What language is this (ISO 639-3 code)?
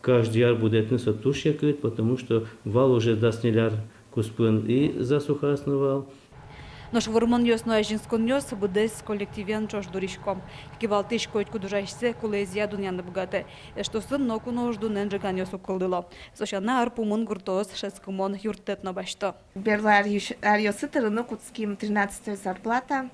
udm